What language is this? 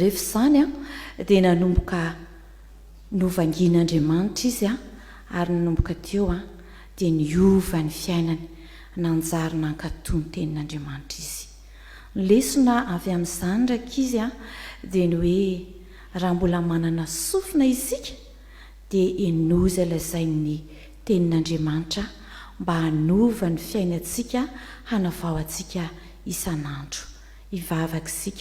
Malagasy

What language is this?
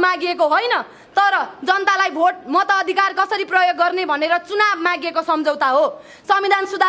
Nepali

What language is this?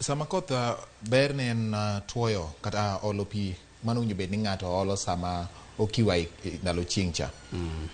Luo (Kenya and Tanzania)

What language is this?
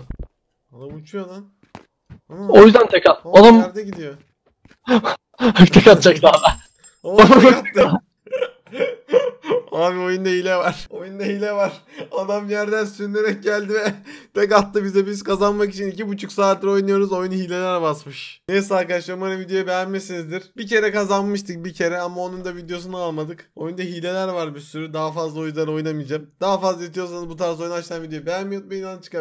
Turkish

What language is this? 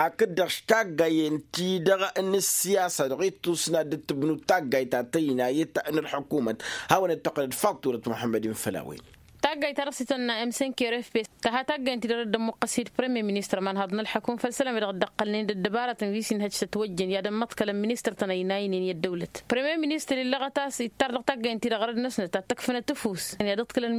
Tamasheq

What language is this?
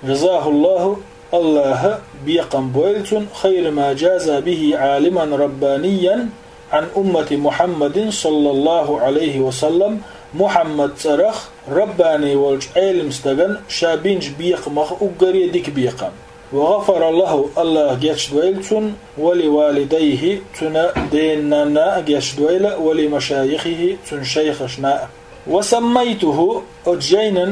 Chechen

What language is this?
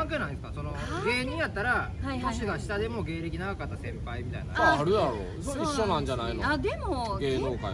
Japanese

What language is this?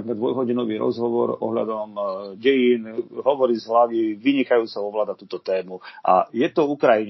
Slovak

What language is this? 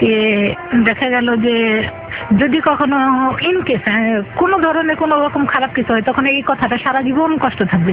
Bangla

